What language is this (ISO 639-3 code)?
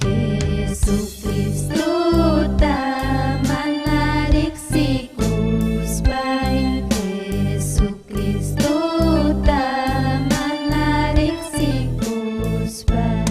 quy